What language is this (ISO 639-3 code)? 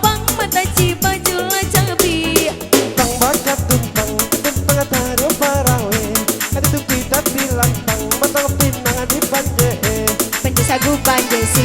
min